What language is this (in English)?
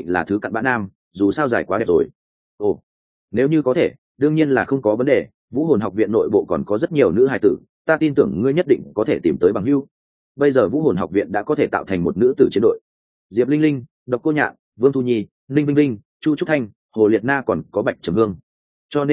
Vietnamese